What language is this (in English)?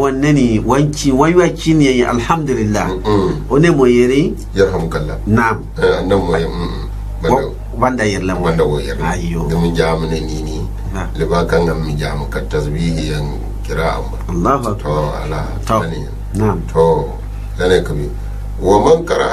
Gourmanchéma